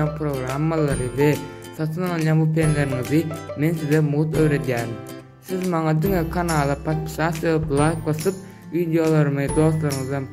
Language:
Turkmen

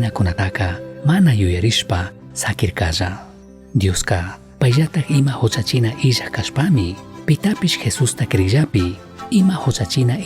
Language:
Chimborazo Highland Quichua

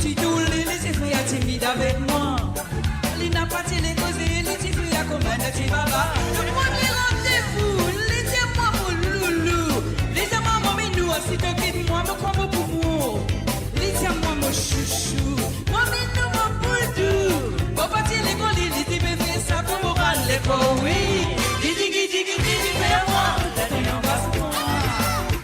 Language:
Morisyen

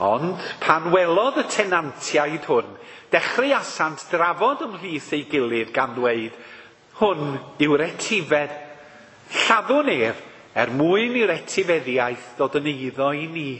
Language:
Welsh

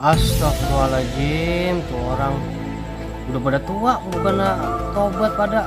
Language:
Betawi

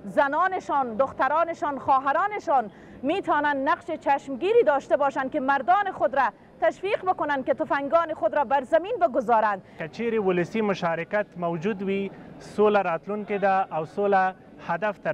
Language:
Persian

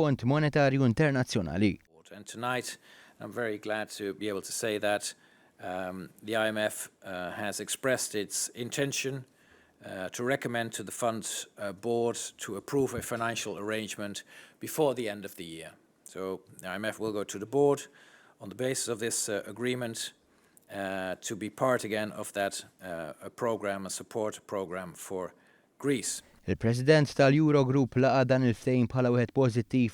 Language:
Maltese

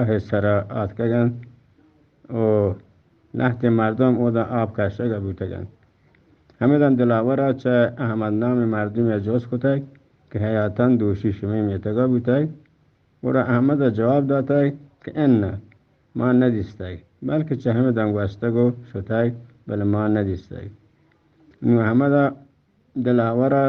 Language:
Eastern Balochi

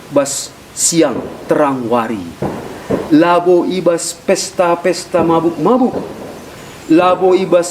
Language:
Batak Karo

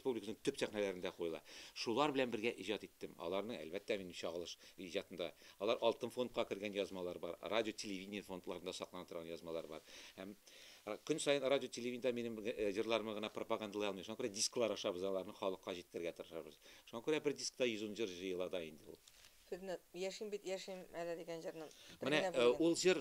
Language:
Tatar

